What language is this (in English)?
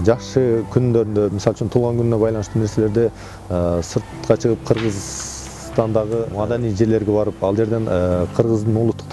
Kyrgyz